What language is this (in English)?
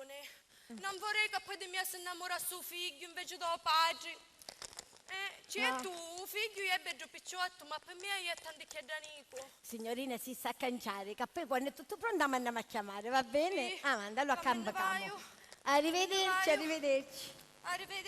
Sicilian